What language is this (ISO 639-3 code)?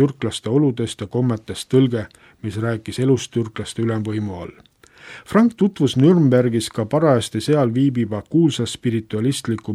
est